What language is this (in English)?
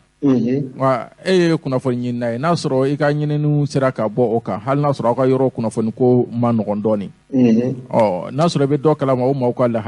Bambara